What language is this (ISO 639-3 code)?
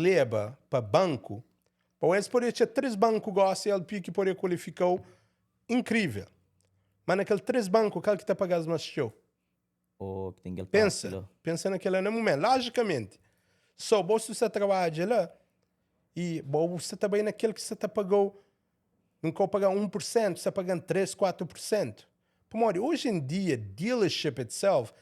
kea